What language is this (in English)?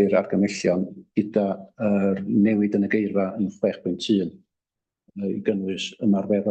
Welsh